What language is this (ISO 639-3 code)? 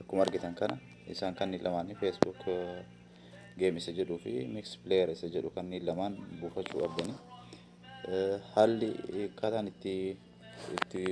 orm